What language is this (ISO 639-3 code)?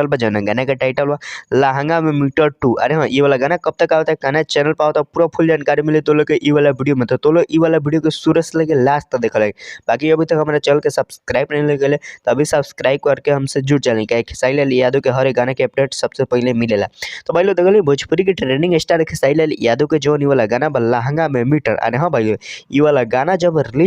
bho